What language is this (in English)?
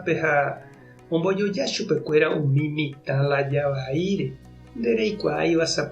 Guarani